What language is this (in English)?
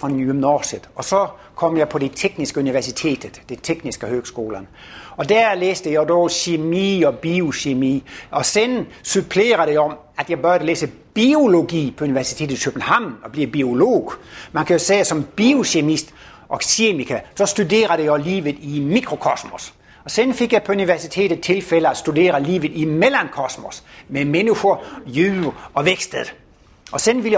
Danish